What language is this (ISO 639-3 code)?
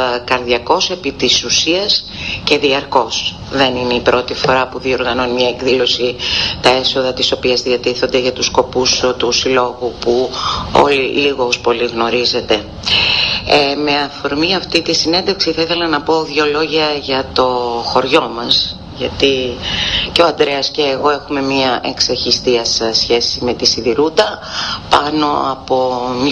ell